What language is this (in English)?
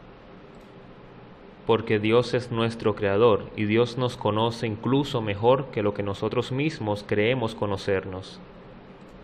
Spanish